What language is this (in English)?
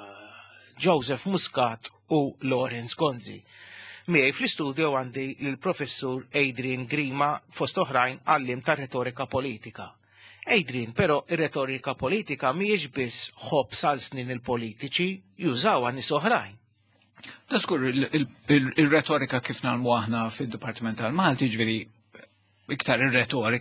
Maltese